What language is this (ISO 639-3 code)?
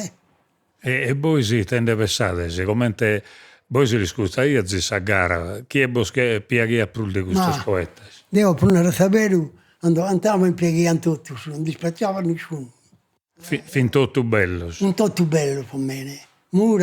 srd